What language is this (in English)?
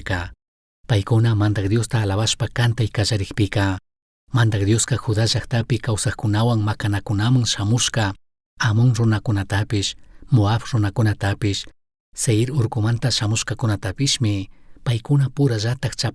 Chimborazo Highland Quichua